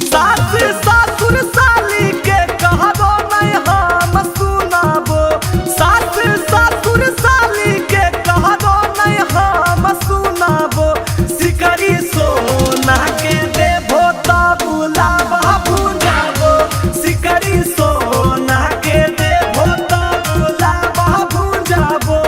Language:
Magahi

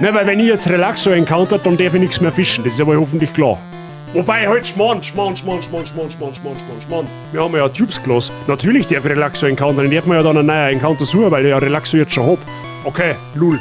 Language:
Bavarian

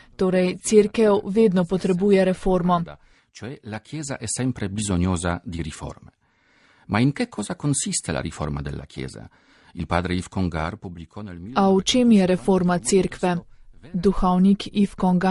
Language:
Slovenian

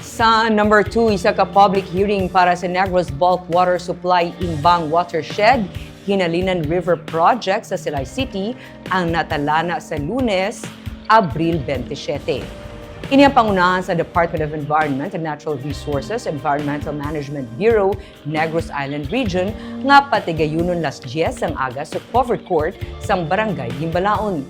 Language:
Hiligaynon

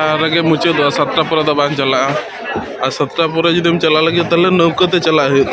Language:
Santali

